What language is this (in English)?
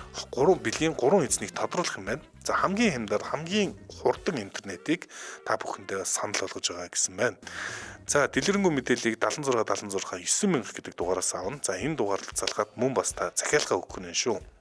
Mongolian